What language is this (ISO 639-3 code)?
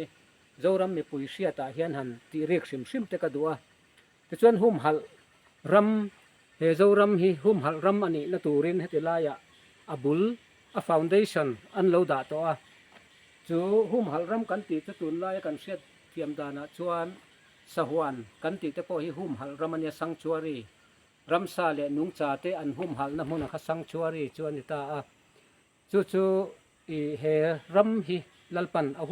lus